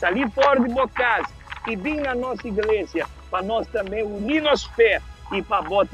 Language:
Papiamento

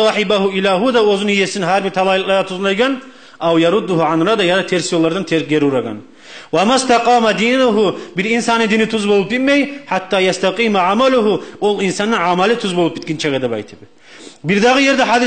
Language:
Kumyk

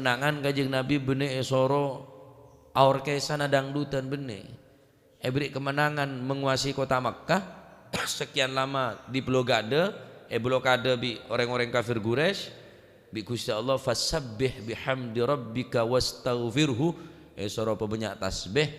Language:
Madurese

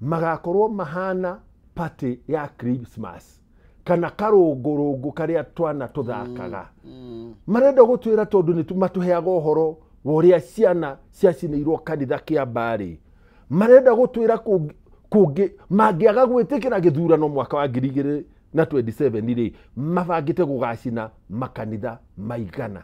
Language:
Kikuyu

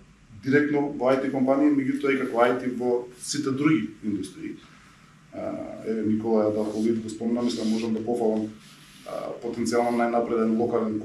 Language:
Macedonian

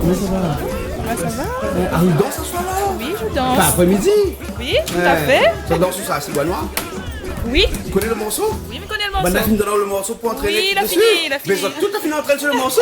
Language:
Réunion Creole French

